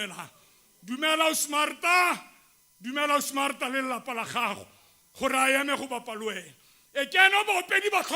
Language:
Tswana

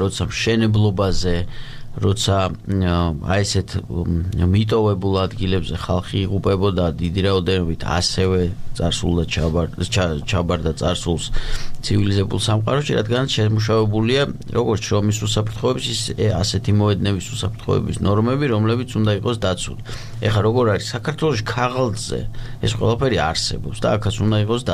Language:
Georgian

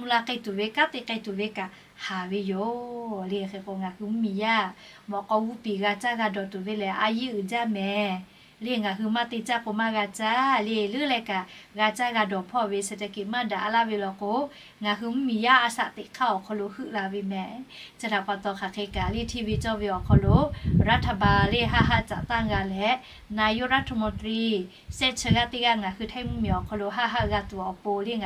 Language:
Lahu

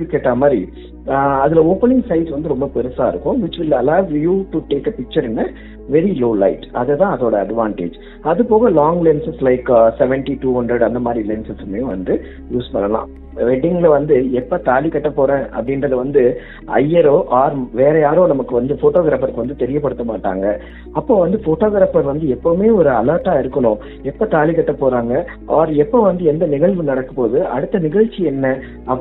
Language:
Tamil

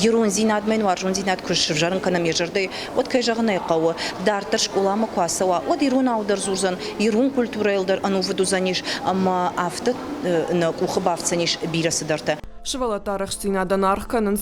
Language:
Ossetic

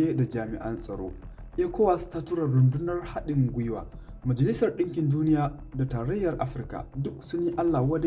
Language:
Hausa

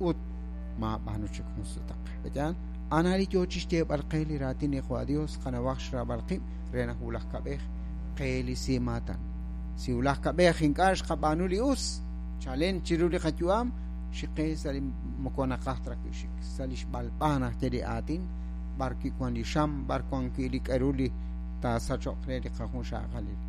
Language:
Kekchí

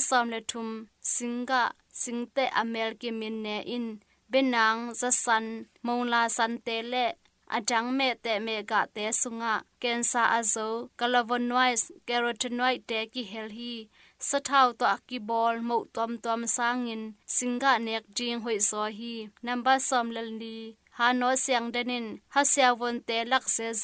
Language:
Tedim Chin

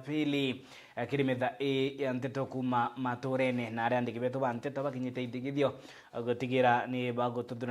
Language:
Meru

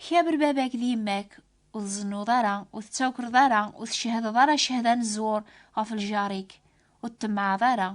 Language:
Kabyle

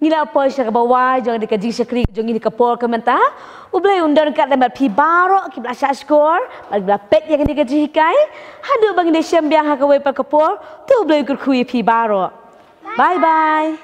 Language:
Khasi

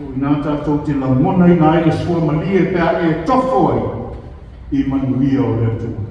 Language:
Samoan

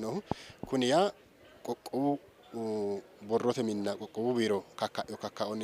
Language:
Sidamo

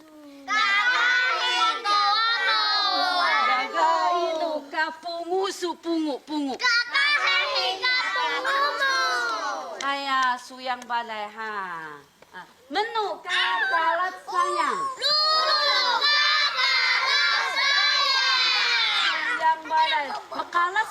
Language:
Taroko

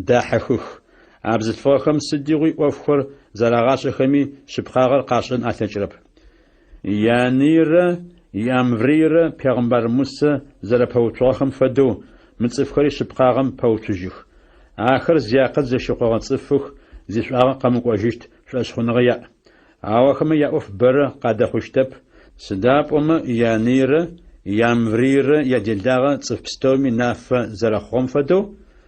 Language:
Adyghe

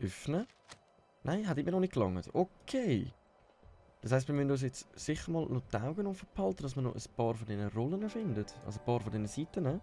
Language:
Swiss German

